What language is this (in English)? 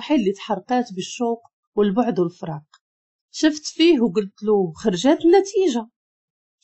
Moroccan Arabic